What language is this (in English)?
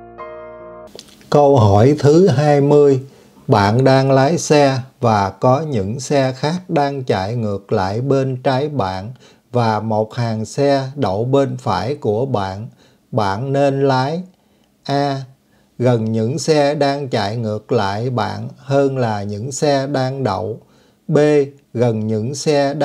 Vietnamese